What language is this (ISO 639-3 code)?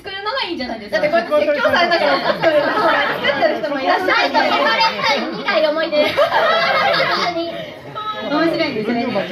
jpn